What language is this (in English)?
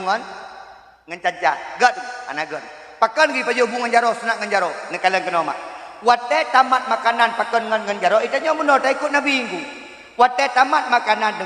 Achinese